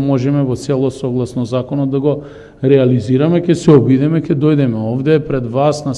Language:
Macedonian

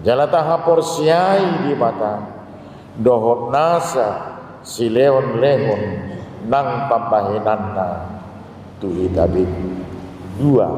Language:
Batak Toba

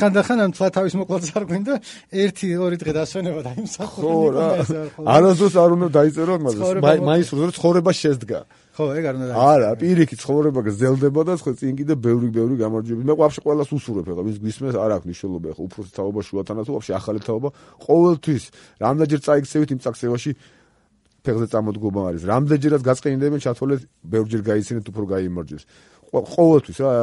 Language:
Georgian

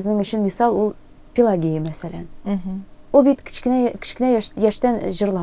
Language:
Tatar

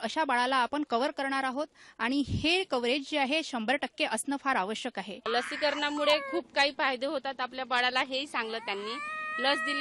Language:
Marathi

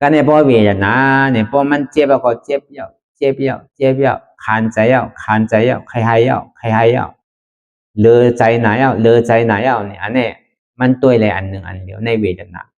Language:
Shan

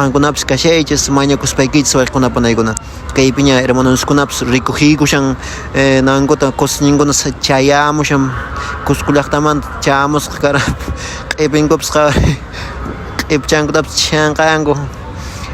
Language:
Quechua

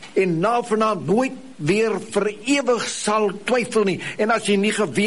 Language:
Afrikaans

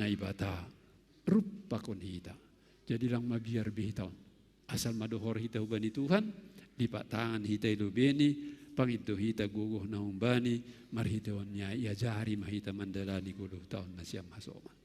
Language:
Batak Simalungun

